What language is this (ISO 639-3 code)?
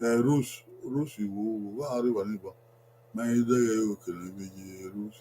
bin